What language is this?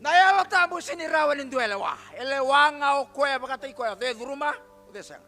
Fijian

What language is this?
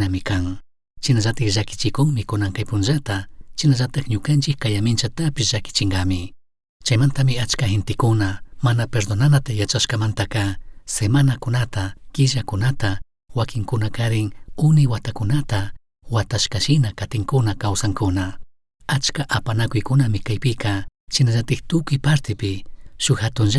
Chimborazo Highland Quichua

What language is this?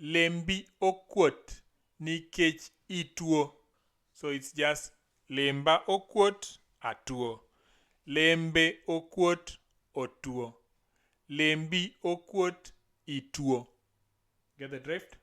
Luo (Kenya and Tanzania)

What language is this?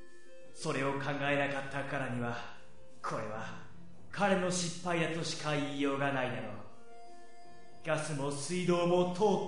Japanese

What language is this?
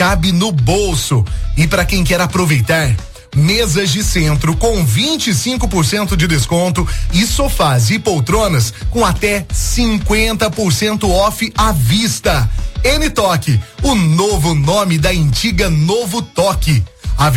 Portuguese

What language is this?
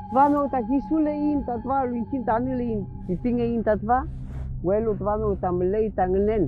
Mapuche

